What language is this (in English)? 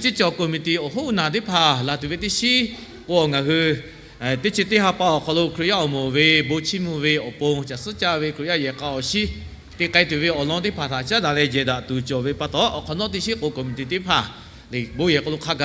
Lahu